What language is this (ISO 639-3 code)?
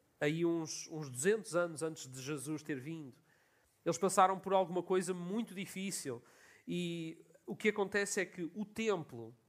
por